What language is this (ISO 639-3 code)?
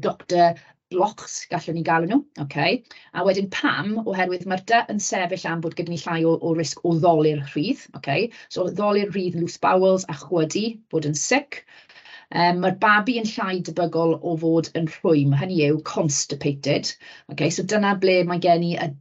cym